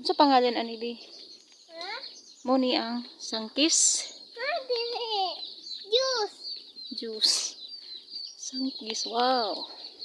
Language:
Cebuano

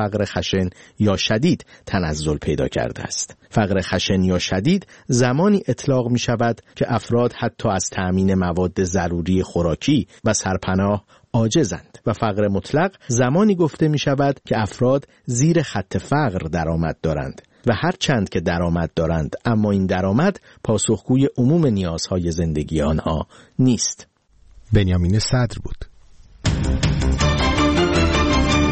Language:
Persian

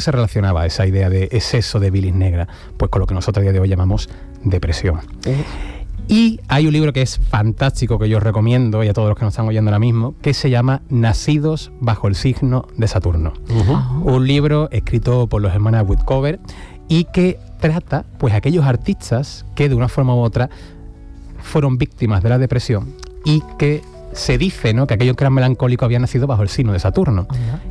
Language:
Spanish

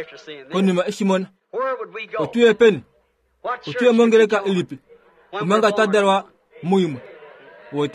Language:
Kuanyama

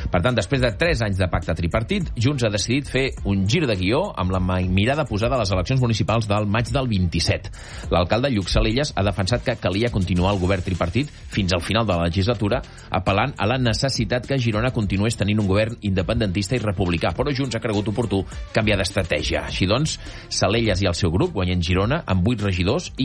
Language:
Catalan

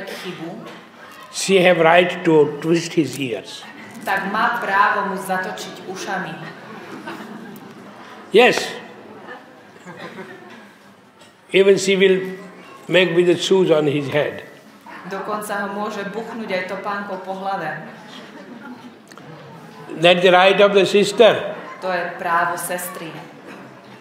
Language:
Slovak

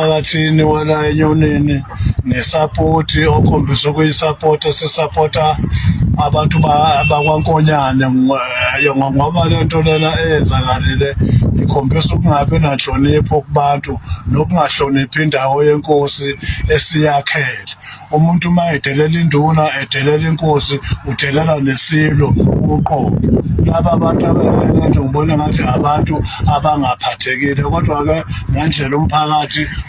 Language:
Zulu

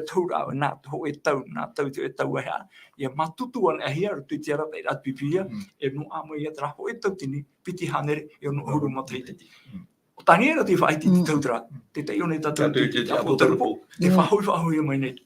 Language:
Tahitian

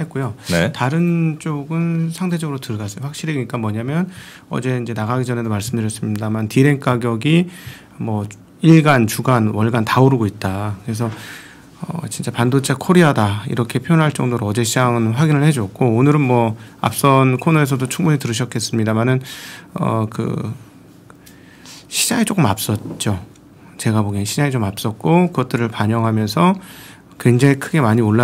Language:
Korean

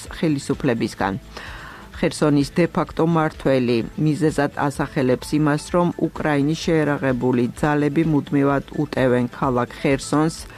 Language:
Georgian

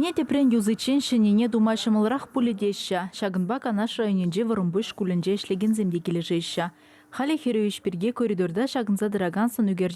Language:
Chuvash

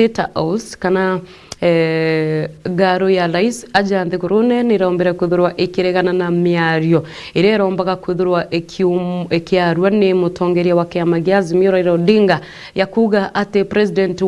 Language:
Meru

